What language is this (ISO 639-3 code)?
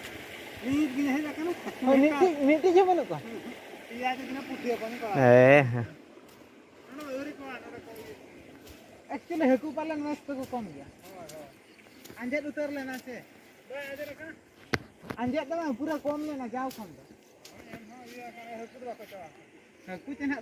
sat